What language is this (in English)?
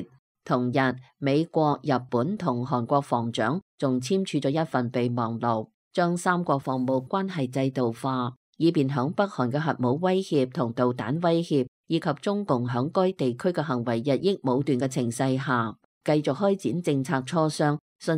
Cantonese